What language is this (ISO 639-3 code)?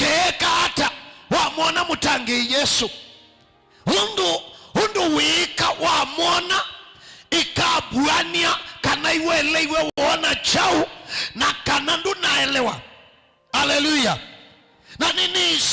kam